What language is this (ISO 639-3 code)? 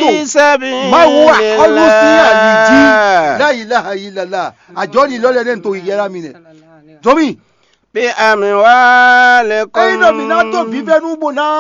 fon